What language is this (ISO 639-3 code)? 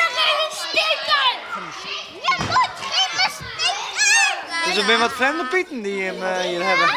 fry